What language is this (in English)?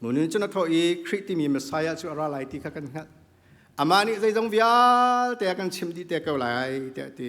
Hakha Chin